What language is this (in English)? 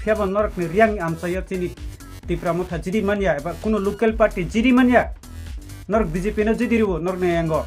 Kok Borok